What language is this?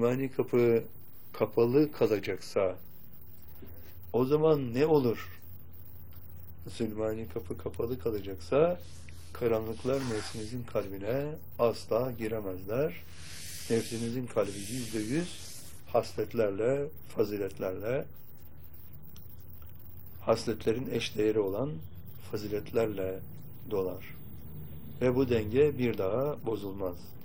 Turkish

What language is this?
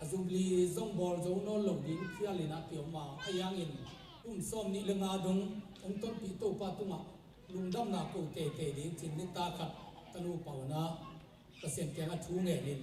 Tedim Chin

